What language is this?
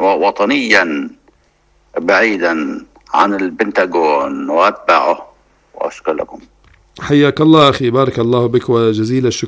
Arabic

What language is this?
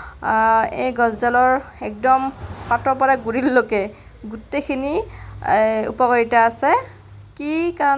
Assamese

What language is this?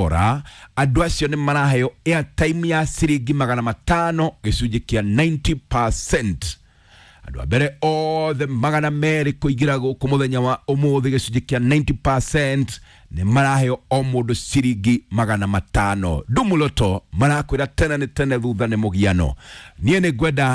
Kikuyu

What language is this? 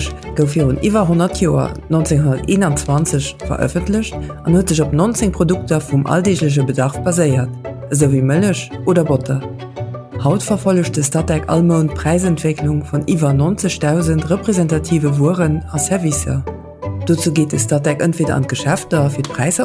Luxembourgish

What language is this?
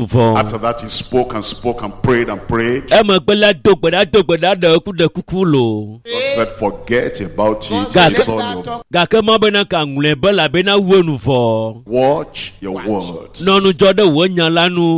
Ewe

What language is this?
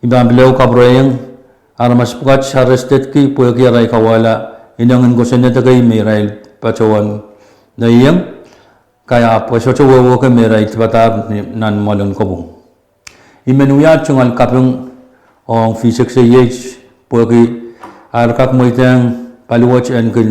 Pohnpeian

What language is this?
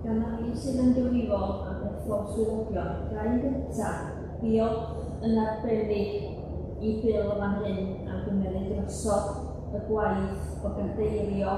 Welsh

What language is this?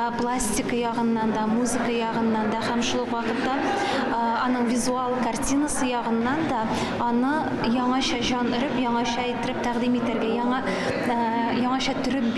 Tatar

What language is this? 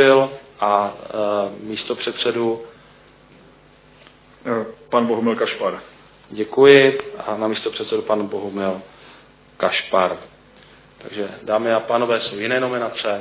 Czech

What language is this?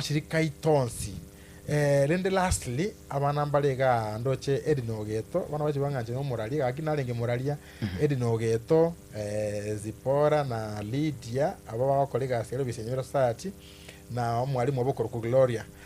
Gusii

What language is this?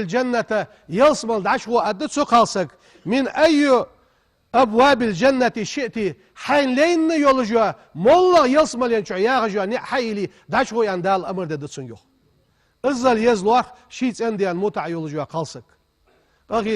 Ingush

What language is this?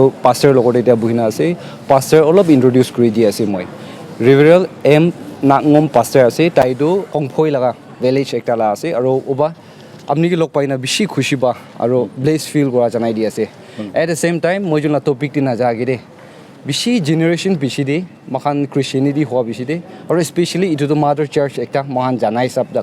Naga Pidgin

